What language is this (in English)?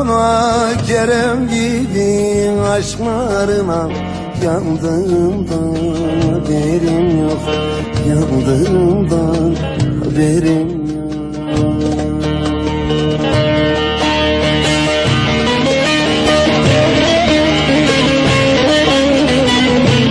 Turkish